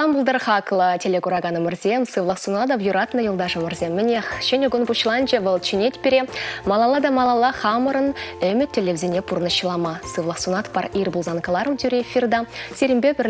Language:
Chuvash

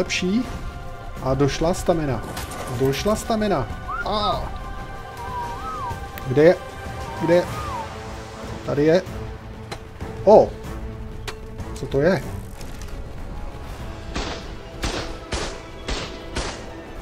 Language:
Czech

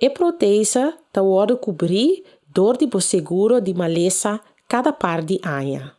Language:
Papiamento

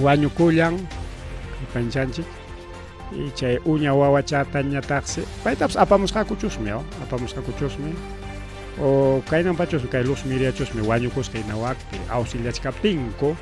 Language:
Ayacucho Quechua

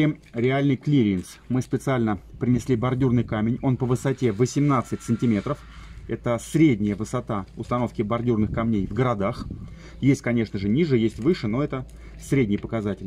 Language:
Russian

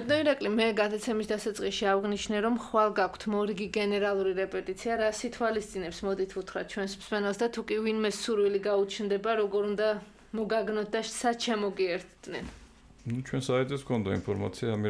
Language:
Georgian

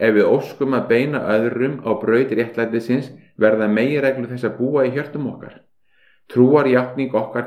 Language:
Icelandic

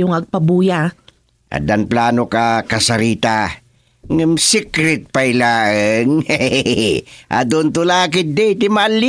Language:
Iloko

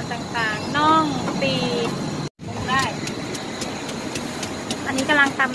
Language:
Thai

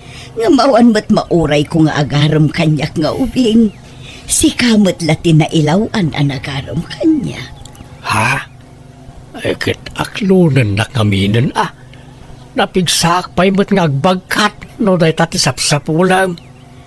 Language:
Iloko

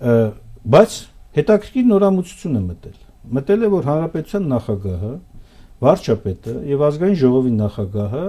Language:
Armenian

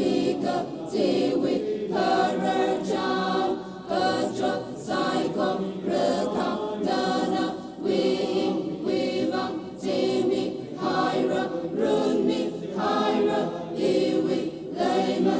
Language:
Tangkhul Naga (India)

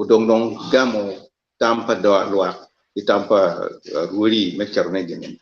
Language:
Acoli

